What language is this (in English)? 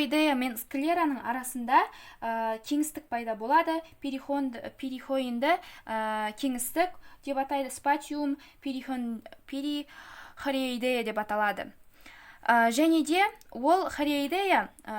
Kazakh